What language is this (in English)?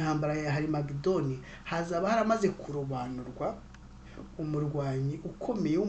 Kinyarwanda